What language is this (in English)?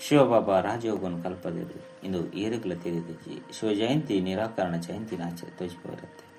Tulu